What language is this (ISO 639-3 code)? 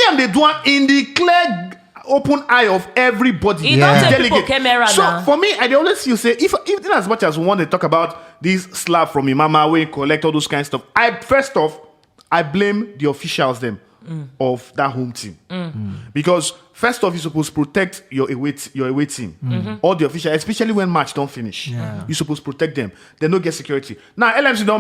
pcm